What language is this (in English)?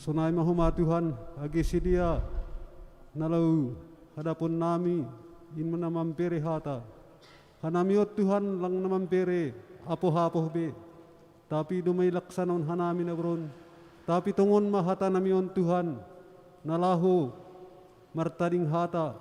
Batak Simalungun